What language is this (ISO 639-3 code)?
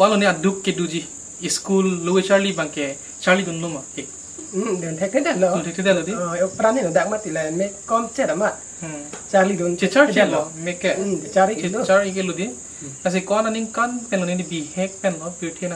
mjw